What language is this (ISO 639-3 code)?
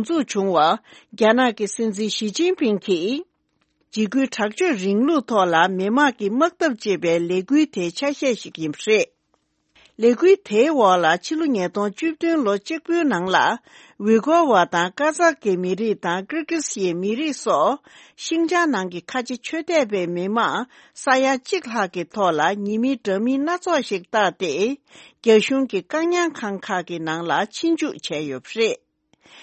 bod